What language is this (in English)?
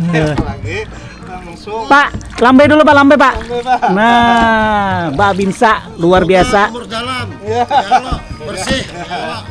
Banjar